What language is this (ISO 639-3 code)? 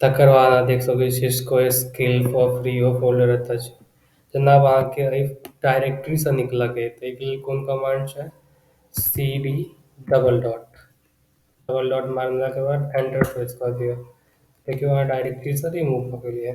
mai